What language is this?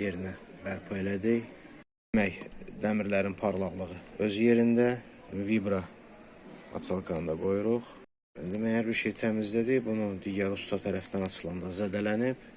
Azerbaijani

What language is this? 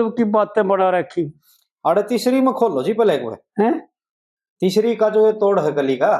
Haryanvi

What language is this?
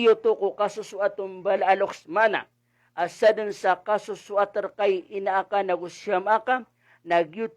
Maranao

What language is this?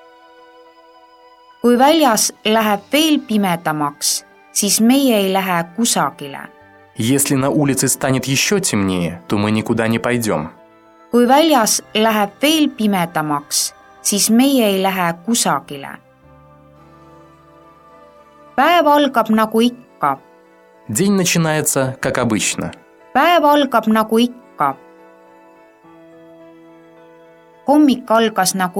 Estonian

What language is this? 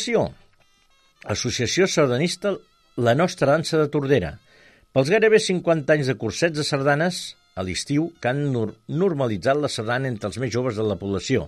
Catalan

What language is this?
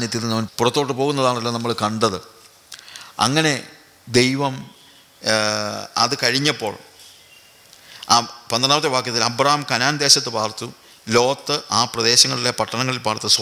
Malayalam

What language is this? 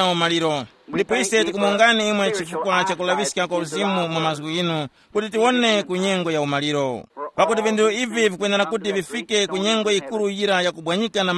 Tumbuka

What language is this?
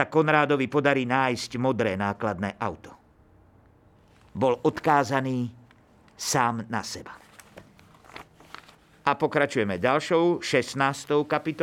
Slovak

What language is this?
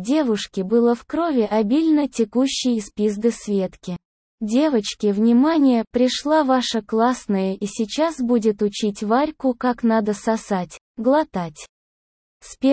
Russian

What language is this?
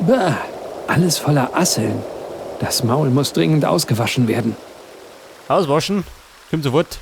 Bavarian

